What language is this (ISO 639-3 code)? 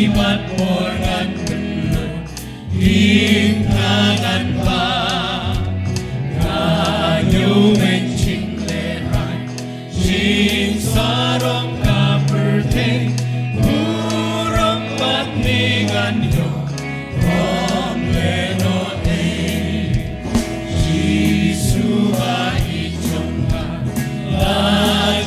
kha